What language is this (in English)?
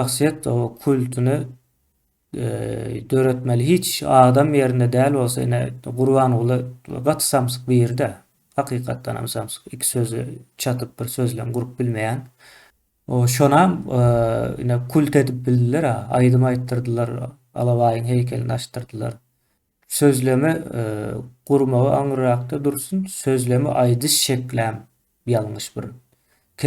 Turkmen